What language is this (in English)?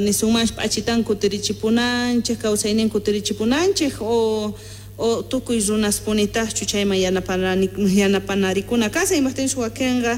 Quechua